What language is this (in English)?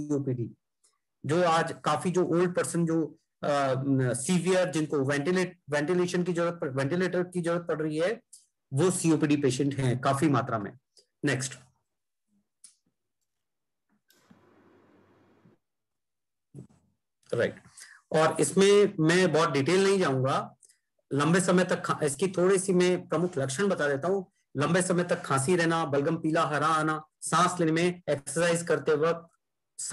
Hindi